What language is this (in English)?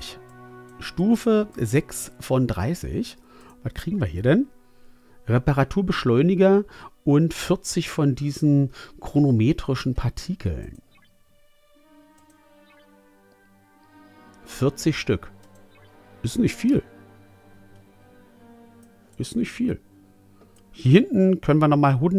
German